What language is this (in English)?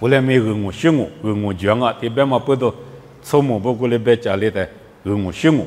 Lisu